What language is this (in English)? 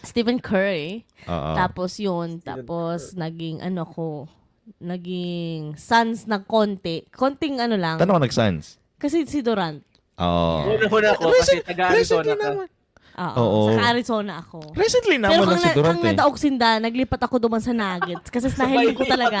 Bikol